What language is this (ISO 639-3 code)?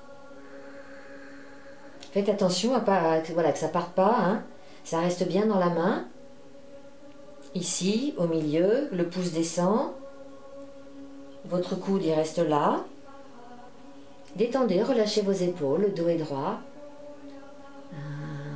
fra